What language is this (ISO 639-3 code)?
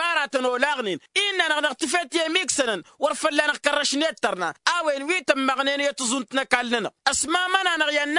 taq